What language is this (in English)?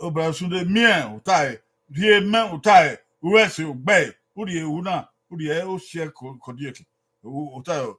Bini